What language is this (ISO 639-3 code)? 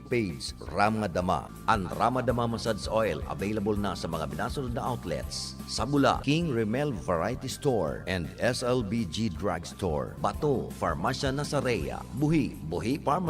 bik